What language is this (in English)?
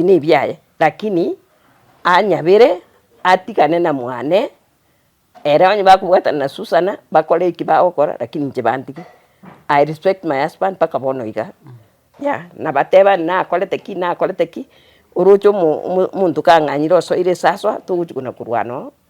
Gusii